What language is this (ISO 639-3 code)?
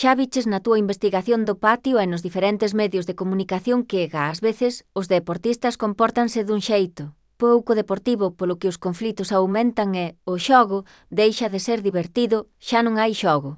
glg